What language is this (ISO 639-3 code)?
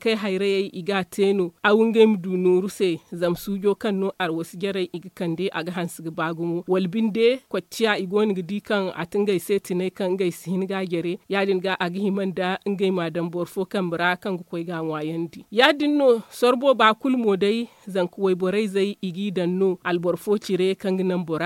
dje